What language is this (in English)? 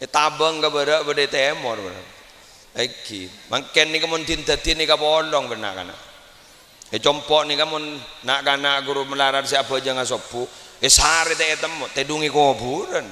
Madurese